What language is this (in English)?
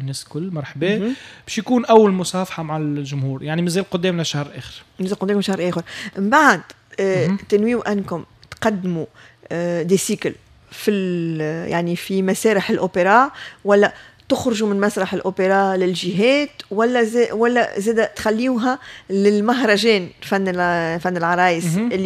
Tunisian Arabic